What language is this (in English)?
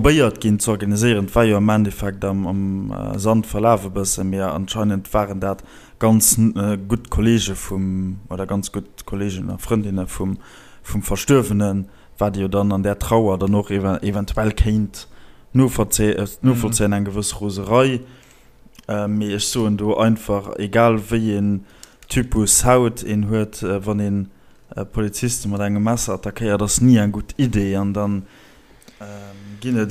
Luxembourgish